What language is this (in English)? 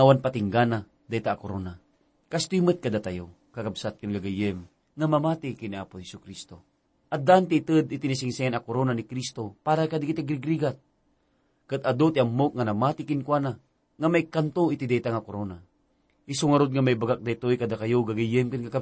Iloko